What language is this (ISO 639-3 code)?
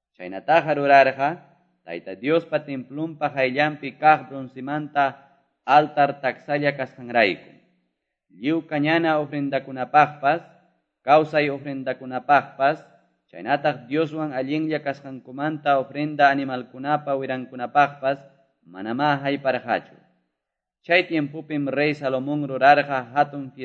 que